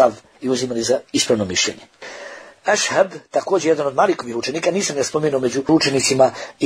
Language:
Bosnian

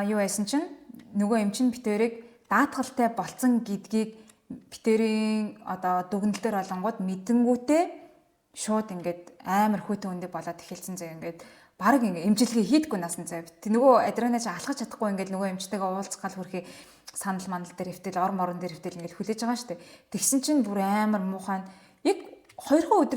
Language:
Mongolian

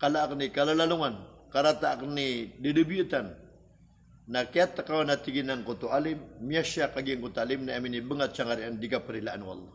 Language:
Maranao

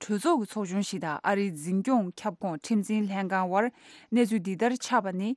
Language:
Tibetan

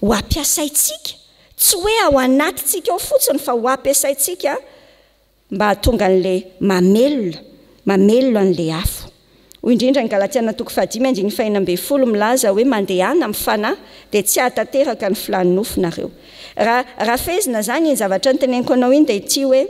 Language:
Malagasy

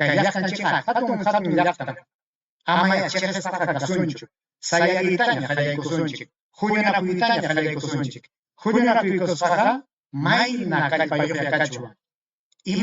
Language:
Ayacucho Quechua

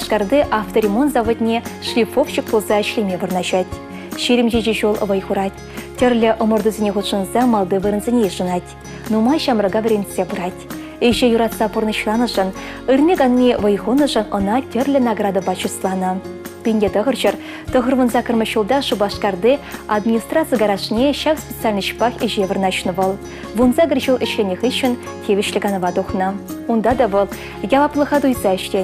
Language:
Chuvash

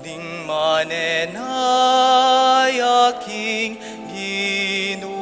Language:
Pampanga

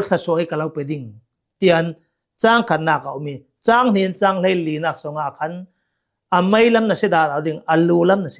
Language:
Hakha Chin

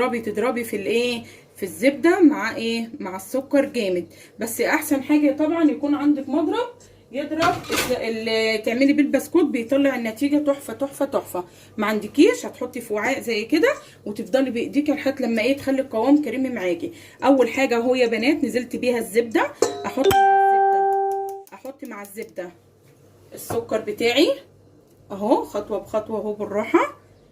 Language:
Egyptian Arabic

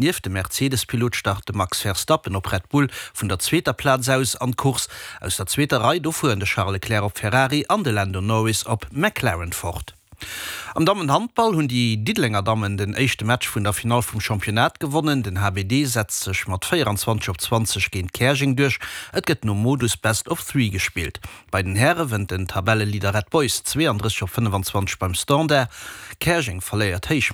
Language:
Luxembourgish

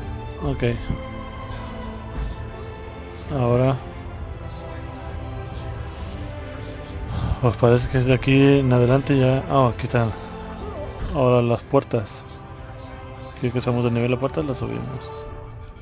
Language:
Spanish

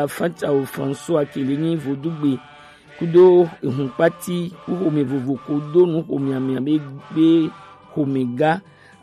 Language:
Gen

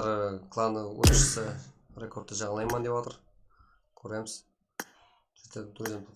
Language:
Kara-Kalpak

